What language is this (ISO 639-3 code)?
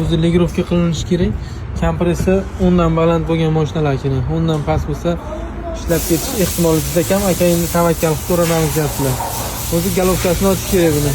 uzb